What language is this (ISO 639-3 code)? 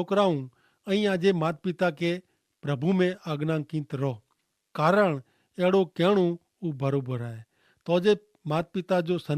kfr